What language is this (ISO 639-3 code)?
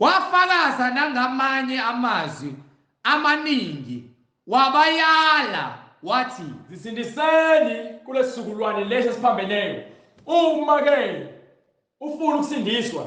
zul